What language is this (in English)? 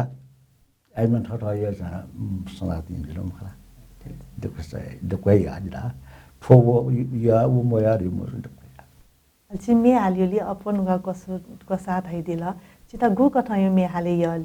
Newari